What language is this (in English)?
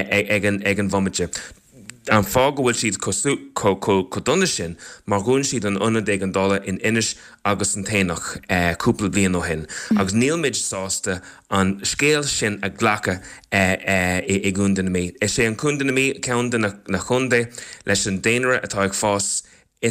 Irish